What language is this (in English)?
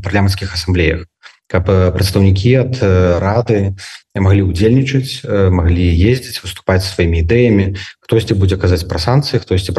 Belarusian